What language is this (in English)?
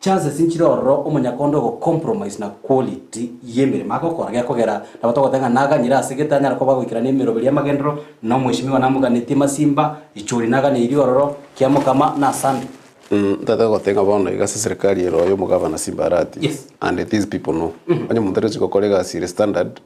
Gusii